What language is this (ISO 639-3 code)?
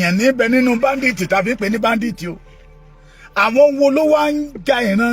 yor